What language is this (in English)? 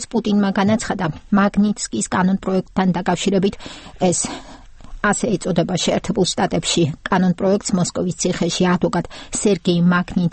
Georgian